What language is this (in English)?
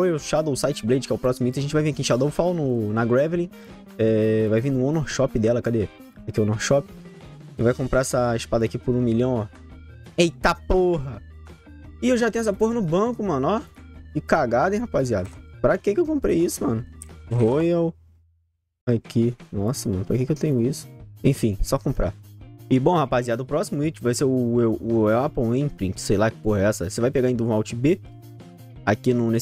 Portuguese